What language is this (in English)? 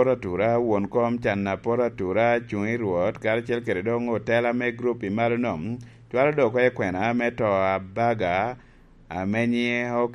Lango (Uganda)